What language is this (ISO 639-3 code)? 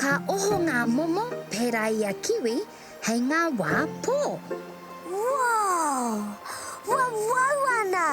mri